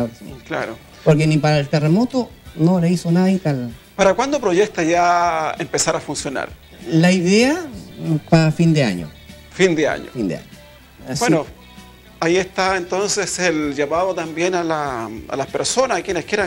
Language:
Spanish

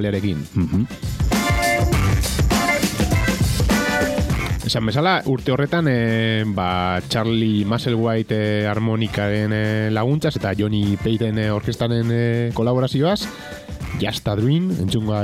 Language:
Basque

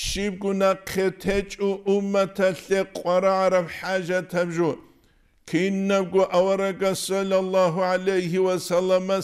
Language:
Avaric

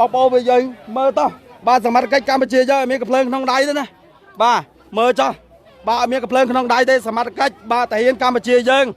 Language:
Khmer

